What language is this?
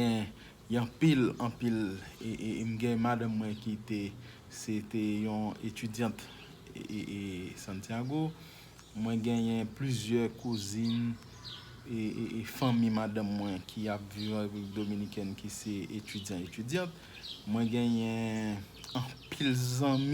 Haitian Creole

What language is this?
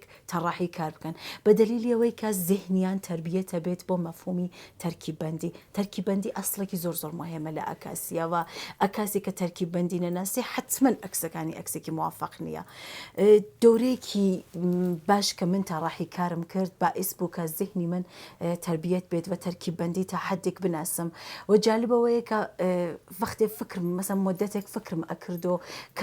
Central Kurdish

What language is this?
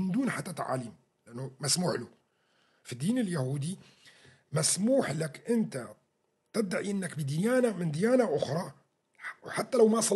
North Levantine Arabic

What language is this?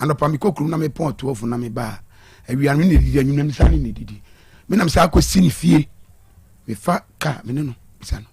Akan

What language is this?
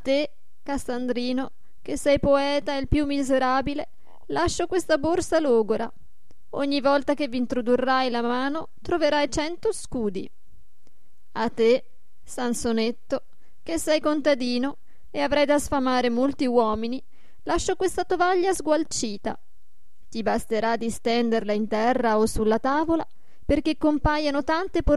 Italian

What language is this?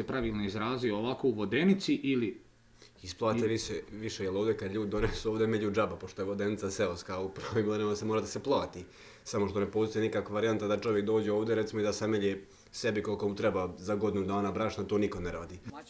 Bosnian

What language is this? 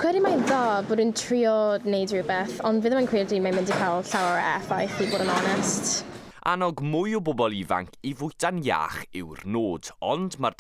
Welsh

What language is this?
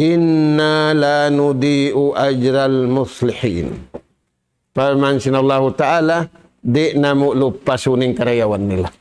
Tausug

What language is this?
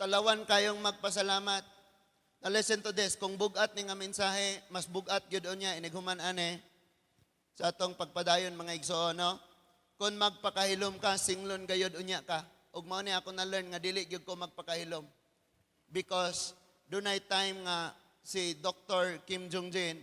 Cebuano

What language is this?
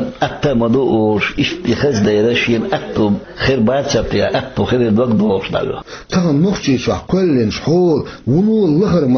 Chechen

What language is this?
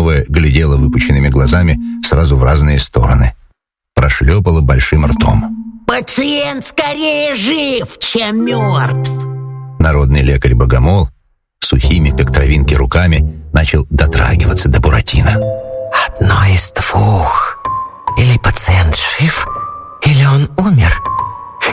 Russian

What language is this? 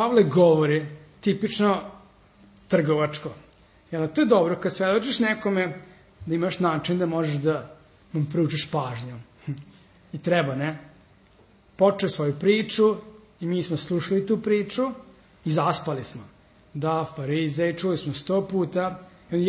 Serbian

